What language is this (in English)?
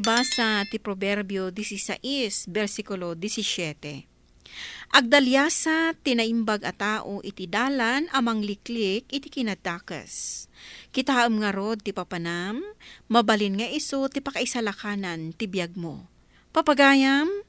Iloko